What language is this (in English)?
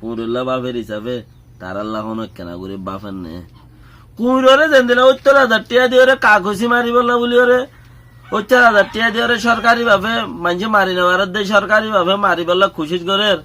Rohingya